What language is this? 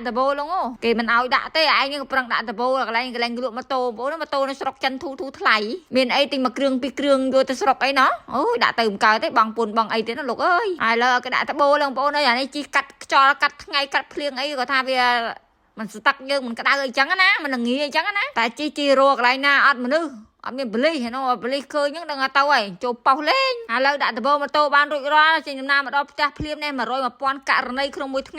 Khmer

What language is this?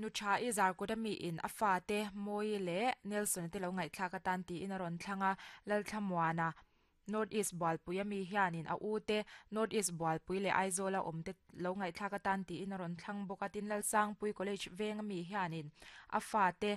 Mizo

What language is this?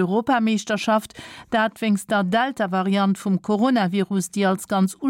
Luxembourgish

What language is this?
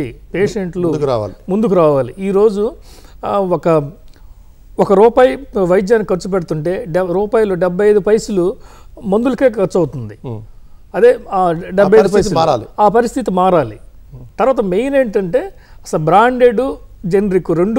Telugu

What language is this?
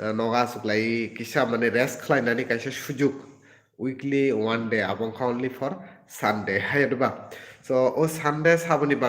Kok Borok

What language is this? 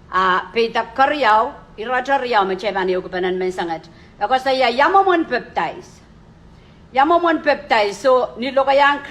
Pohnpeian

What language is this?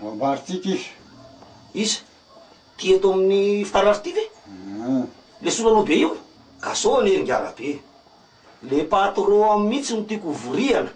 Malagasy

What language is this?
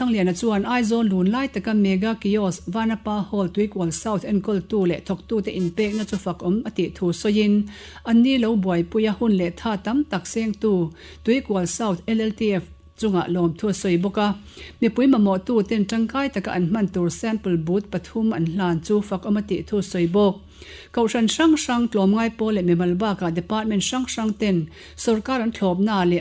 Mizo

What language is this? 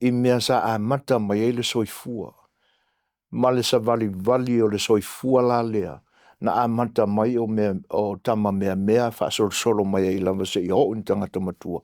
Samoan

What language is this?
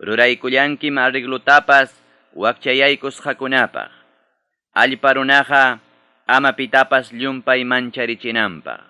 Ayacucho Quechua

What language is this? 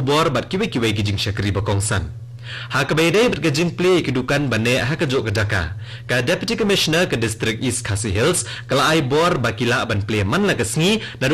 Khasi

